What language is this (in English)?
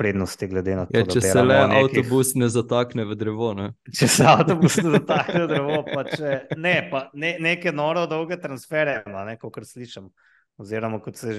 Slovenian